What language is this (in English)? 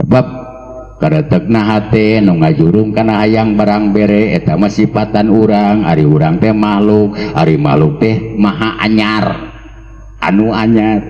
Sundanese